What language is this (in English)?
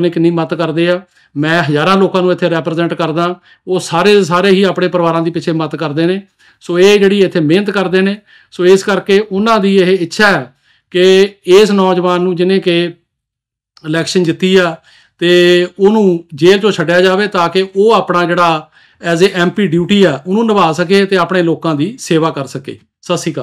Punjabi